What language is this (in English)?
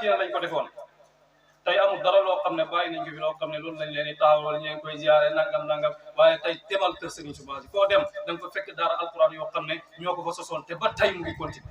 Wolof